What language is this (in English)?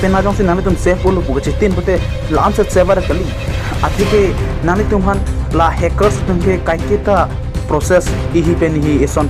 Karbi